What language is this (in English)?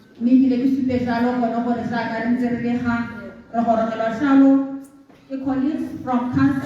Tswana